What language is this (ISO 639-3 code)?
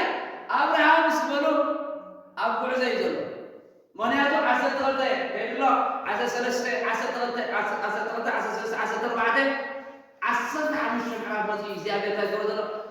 tir